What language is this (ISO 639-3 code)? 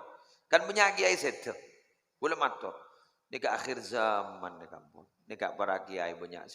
mad